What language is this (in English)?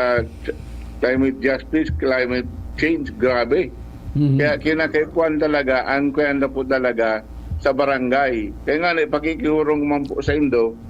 Bikol